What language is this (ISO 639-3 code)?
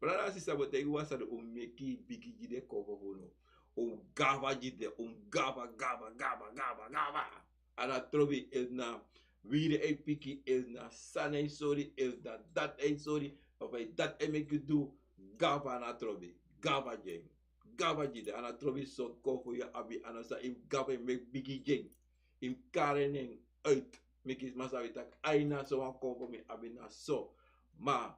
srn